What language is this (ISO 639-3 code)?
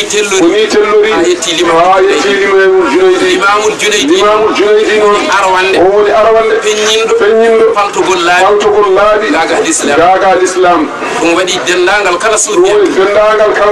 ful